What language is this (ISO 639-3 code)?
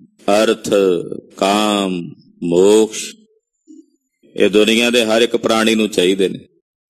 pan